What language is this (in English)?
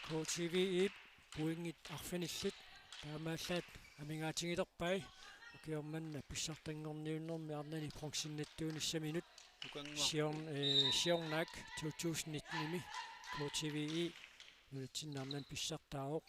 Kalaallisut